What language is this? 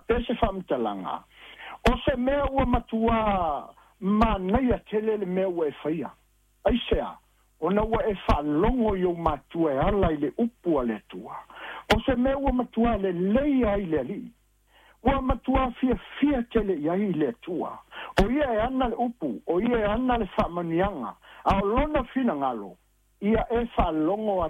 Samoan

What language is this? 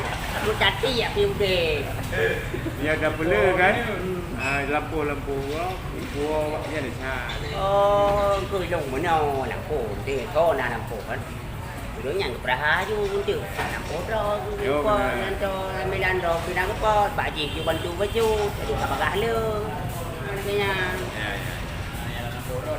Achinese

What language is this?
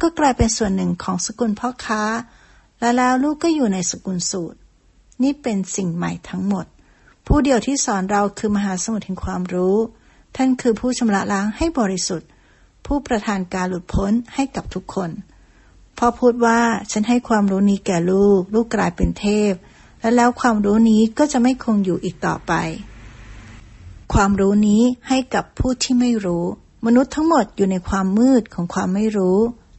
Thai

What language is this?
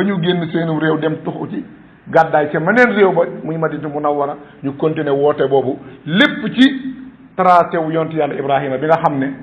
Wolof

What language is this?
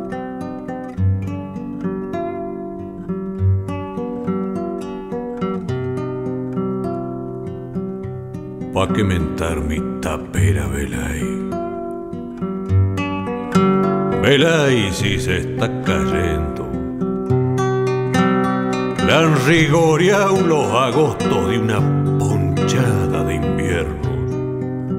Spanish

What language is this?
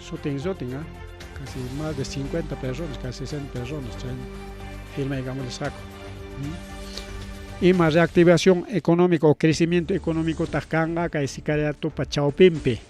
Ayacucho Quechua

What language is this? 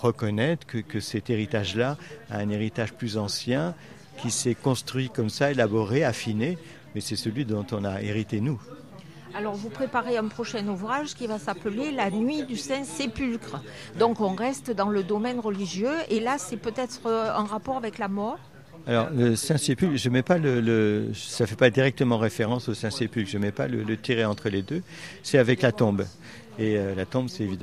French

